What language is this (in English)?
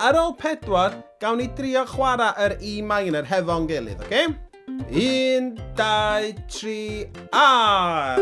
Welsh